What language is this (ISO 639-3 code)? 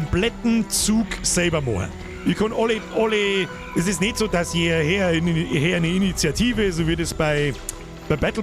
bar